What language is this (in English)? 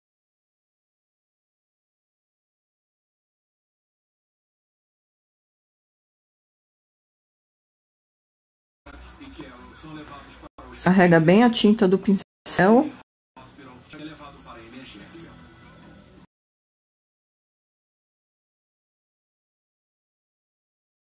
Portuguese